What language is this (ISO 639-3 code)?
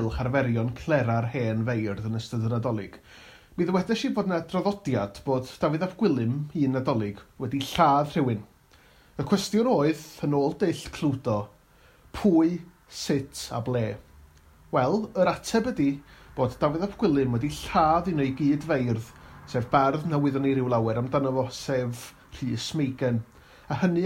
cym